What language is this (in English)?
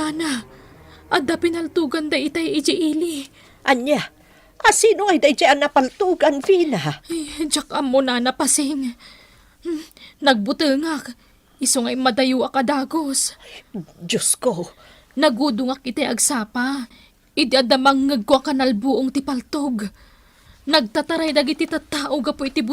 Iloko